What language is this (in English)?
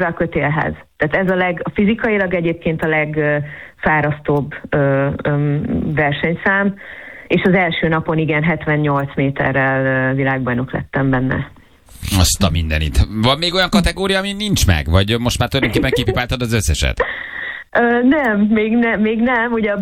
Hungarian